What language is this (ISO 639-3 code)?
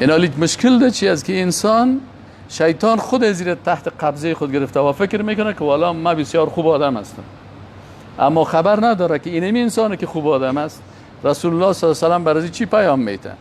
fas